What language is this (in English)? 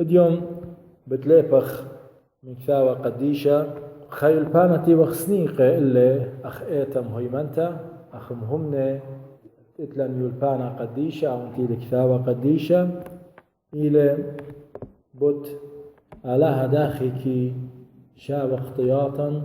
Assyrian Neo-Aramaic